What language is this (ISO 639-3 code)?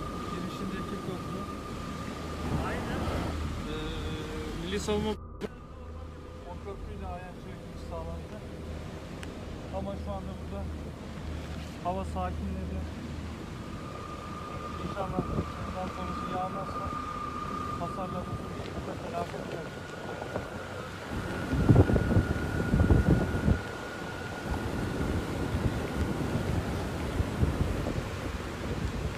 tur